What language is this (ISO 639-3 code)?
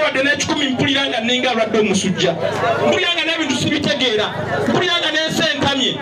lug